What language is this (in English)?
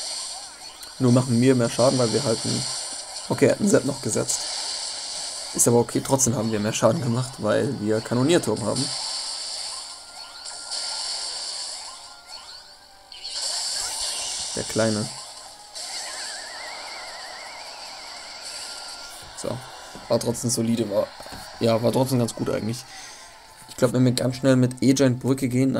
German